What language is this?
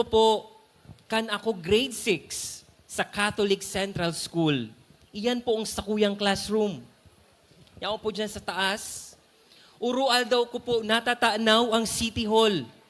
Bikol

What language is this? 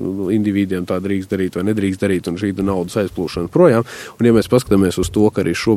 Latvian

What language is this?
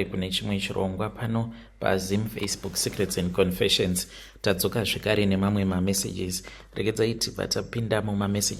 Shona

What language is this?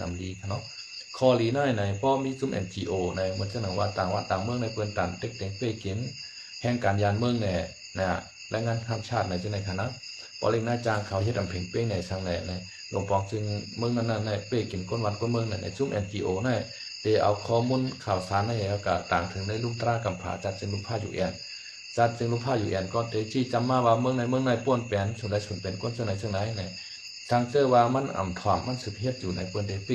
Shan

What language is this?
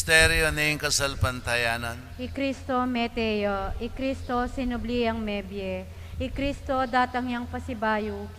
Pampanga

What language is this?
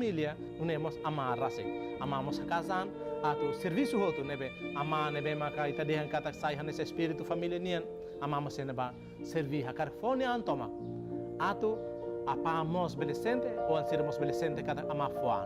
Tetum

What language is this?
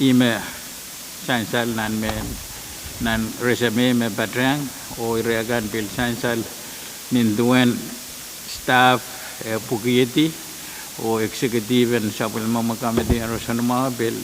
Pohnpeian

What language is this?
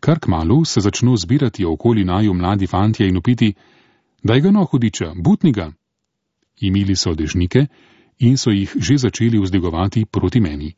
Slovenian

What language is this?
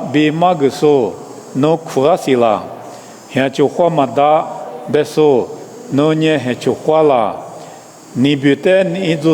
Lisu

